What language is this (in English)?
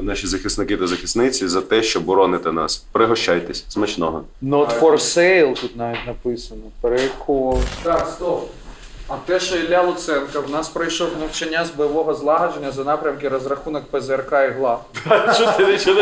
Ukrainian